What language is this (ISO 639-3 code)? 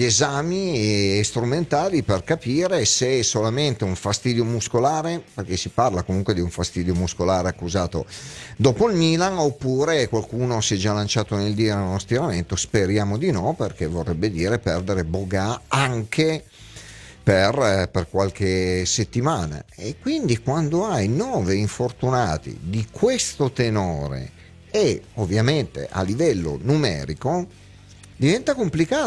ita